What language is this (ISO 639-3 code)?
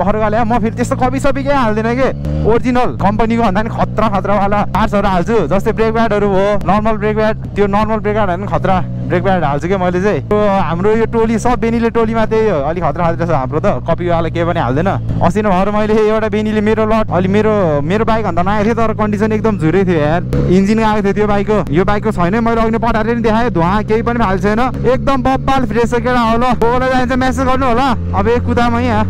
nep